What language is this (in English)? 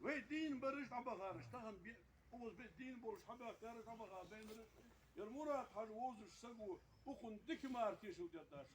Ingush